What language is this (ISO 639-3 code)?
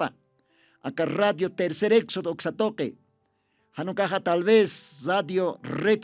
aym